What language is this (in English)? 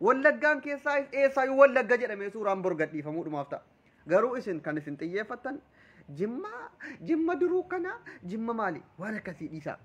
Oromo